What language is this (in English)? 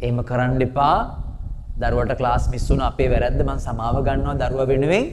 Sinhala